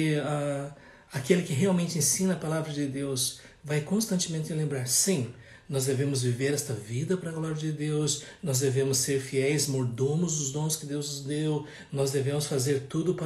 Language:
Portuguese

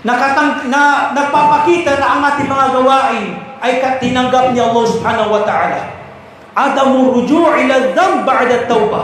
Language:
Maranao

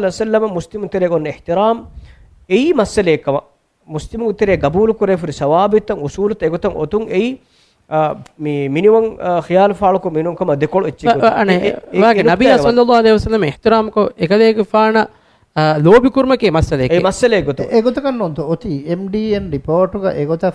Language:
Divehi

